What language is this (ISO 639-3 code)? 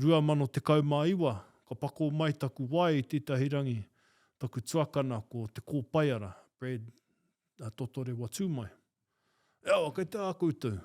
mri